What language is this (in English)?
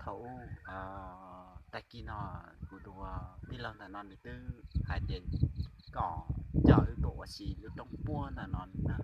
Hmong